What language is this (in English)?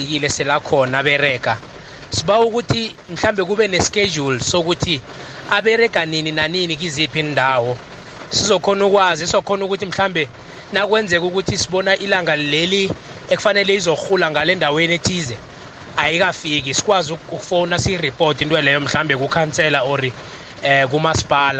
South Ndebele